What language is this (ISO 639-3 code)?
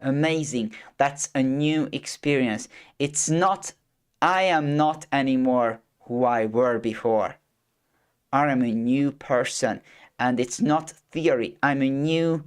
eng